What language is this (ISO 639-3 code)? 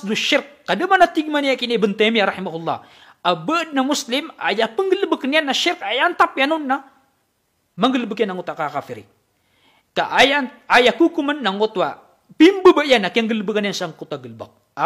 mrw